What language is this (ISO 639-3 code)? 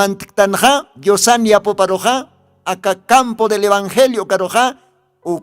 aym